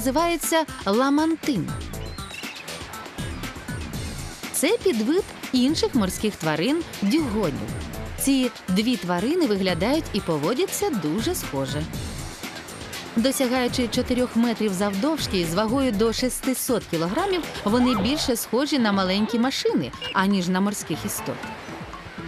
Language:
Ukrainian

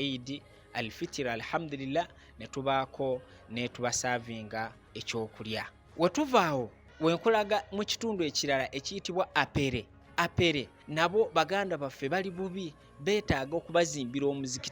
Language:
Ganda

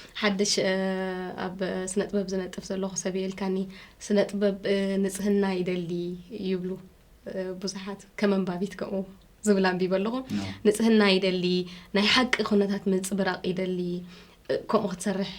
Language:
Tigrinya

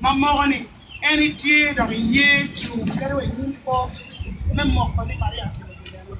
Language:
Acoli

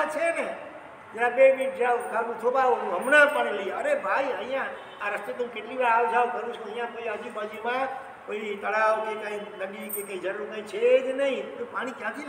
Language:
Gujarati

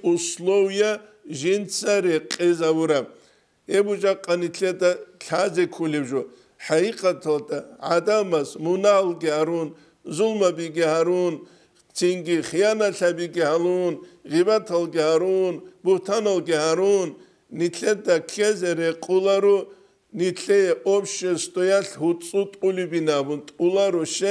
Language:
Avaric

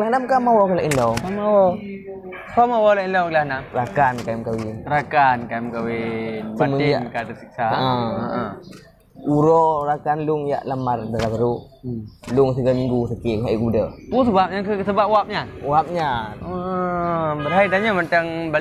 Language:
Achinese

